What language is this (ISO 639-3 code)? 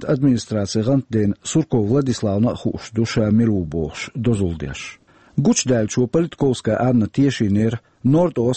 che